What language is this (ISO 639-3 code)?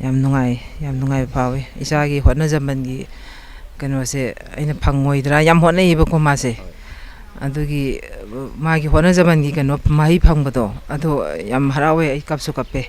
mni